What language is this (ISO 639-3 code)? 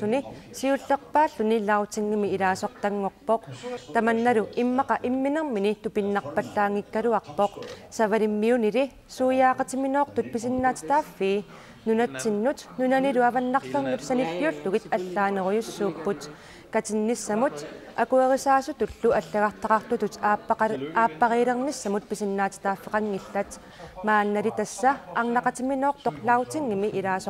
kal